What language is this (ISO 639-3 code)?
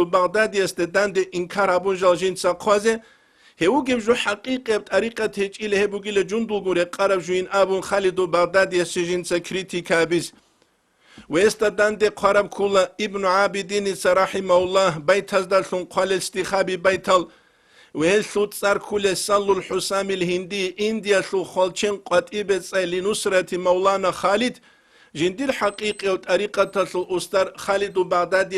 ava